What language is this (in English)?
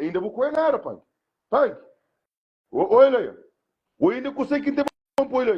Kabuverdianu